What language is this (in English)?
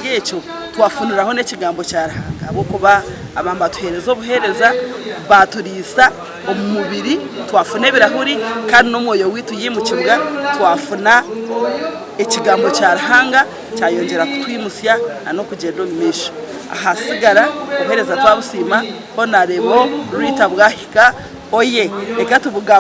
Nyankole